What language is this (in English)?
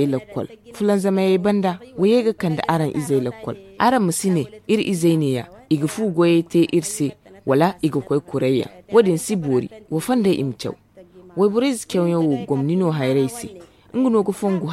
Zarma